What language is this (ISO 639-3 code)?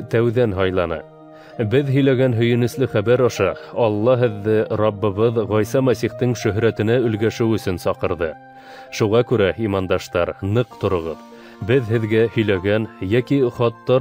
bak